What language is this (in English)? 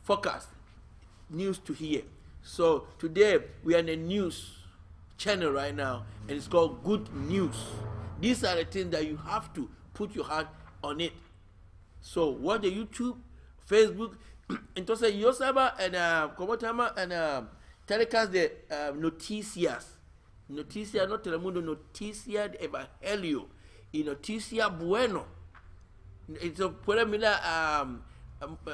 English